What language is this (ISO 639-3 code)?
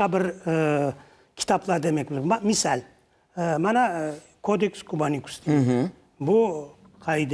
crh